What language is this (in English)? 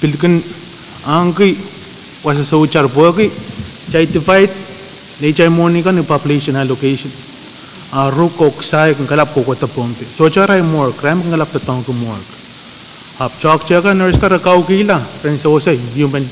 Pohnpeian